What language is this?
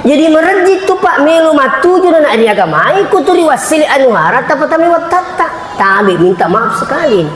Buginese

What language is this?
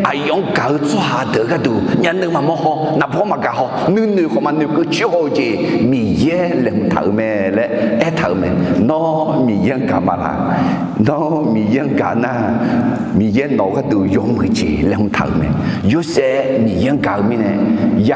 Akha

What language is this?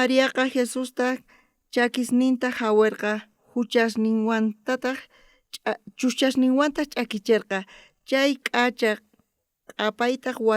South Bolivian Quechua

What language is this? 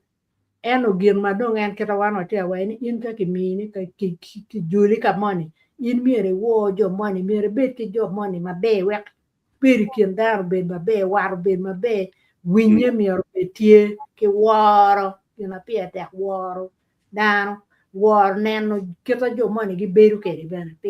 Acoli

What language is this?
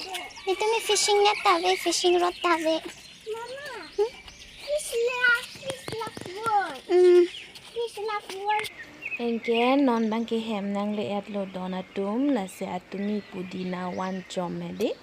Karbi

